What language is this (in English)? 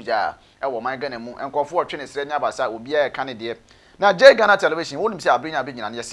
Akan